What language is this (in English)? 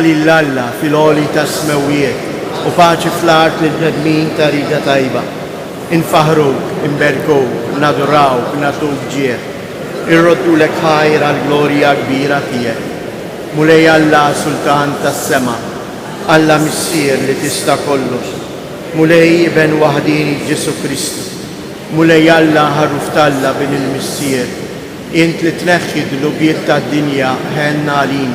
Maltese